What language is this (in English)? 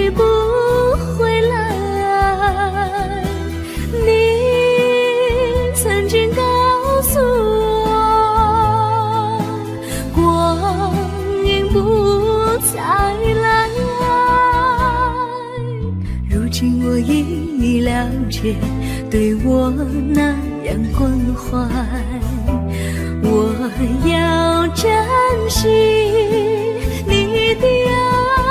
Chinese